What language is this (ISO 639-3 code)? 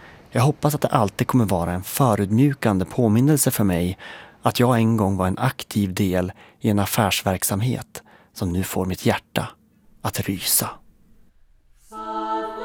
swe